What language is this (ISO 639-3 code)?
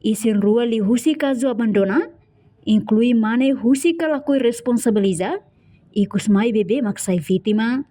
tet